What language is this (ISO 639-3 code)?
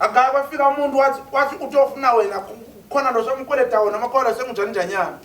zul